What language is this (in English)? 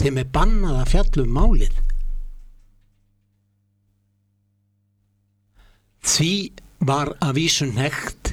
Icelandic